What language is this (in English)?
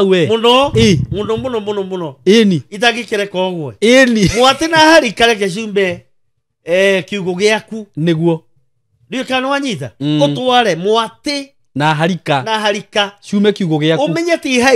Kikuyu